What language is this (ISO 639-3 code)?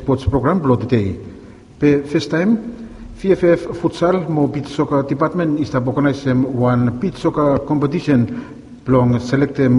bis